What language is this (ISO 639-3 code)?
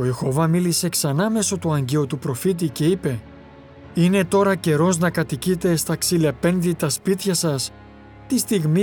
ell